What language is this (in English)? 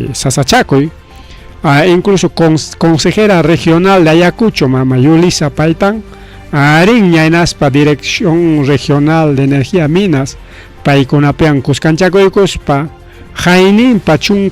Ayacucho Quechua